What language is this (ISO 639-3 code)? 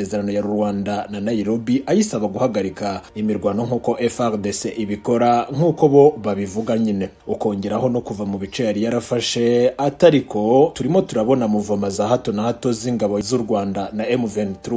kin